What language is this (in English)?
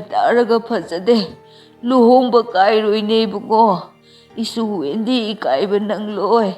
Manipuri